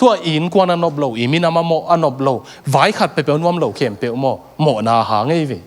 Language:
Tedim Chin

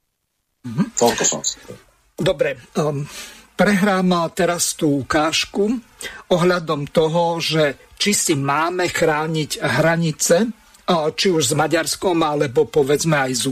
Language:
Slovak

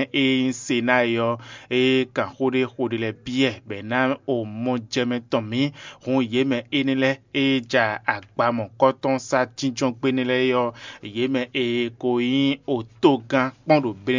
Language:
Fon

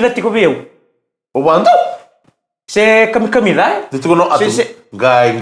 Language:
Fijian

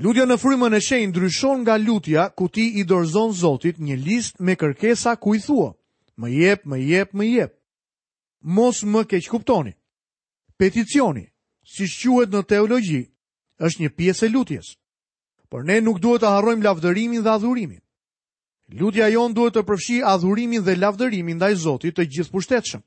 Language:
Albanian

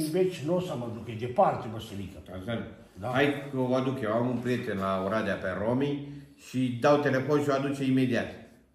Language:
Romanian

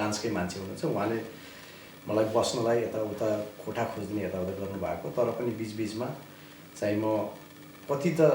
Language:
Nepali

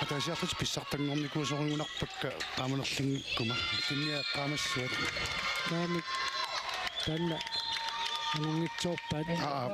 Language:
Kalaallisut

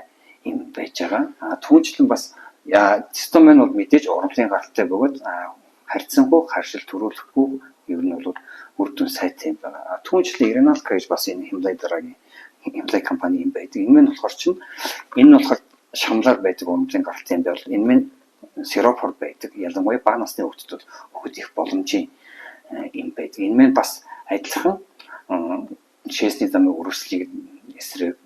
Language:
Mongolian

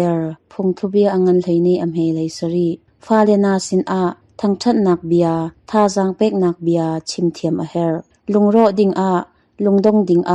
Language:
Hakha Chin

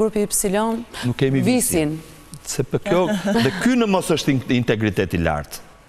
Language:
Albanian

